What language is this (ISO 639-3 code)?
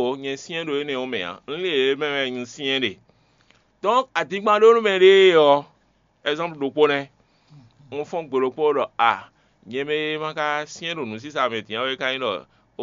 fon